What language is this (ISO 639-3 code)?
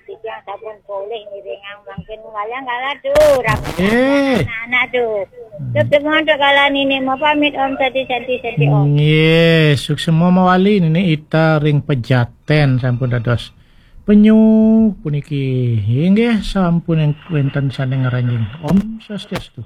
ban